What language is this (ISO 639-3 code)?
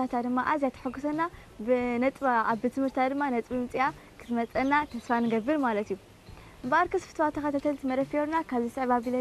tir